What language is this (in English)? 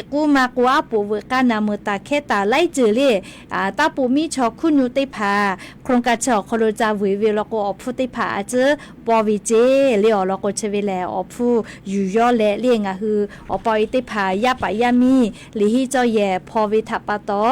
Lahu